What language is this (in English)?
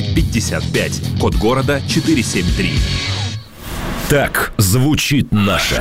Russian